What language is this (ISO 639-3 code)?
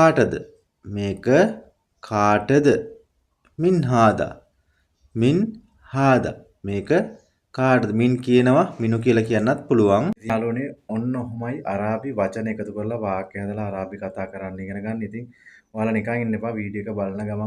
sin